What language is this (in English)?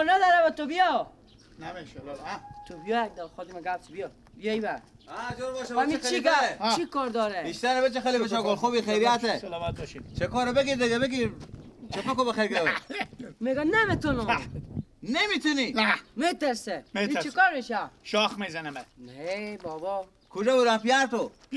Persian